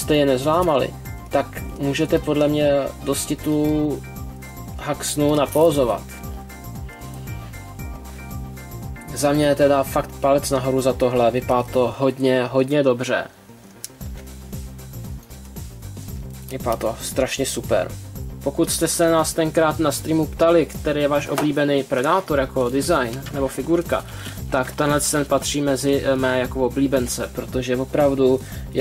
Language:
Czech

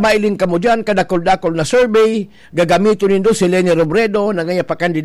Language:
Bikol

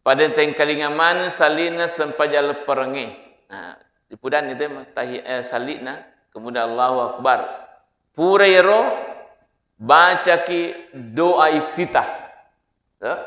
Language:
Buginese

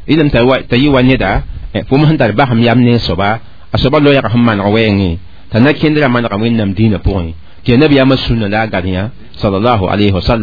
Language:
Mossi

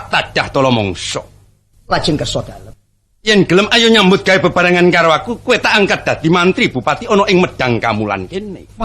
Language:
Javanese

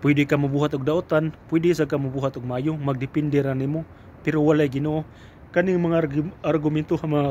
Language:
Cebuano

